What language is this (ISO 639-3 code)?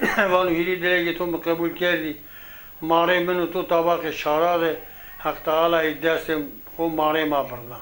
zza